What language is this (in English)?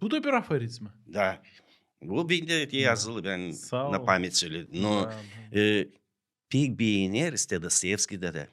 Gagauz